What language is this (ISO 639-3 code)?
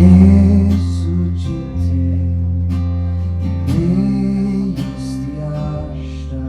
fao